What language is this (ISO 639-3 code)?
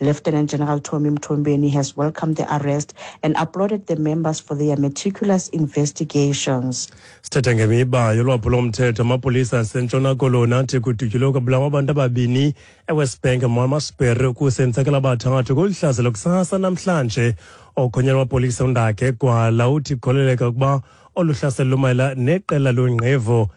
xho